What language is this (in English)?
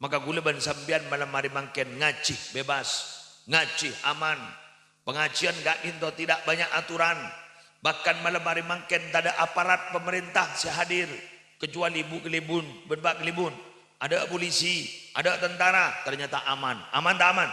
Madurese